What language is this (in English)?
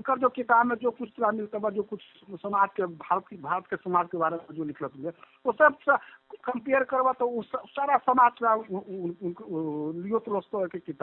Magahi